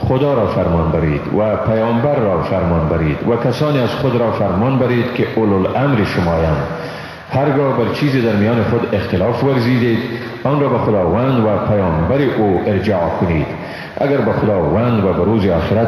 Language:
Persian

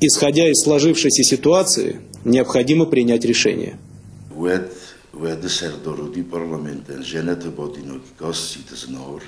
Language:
Ossetic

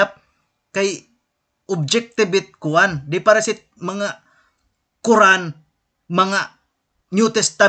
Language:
Waray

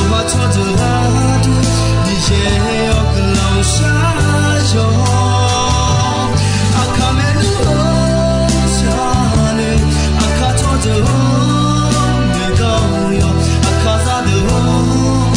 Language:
Akha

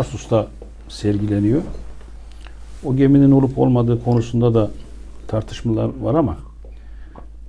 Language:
Turkish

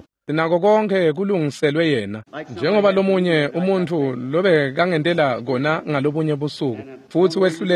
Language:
Swati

